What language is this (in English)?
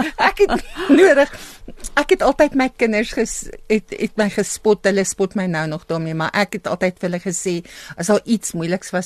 Afrikaans